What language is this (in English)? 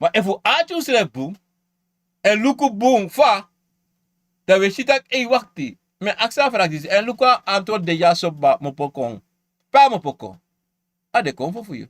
Sranan Tongo